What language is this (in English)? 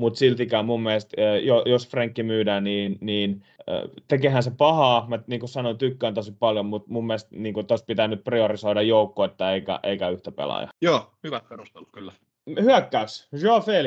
Finnish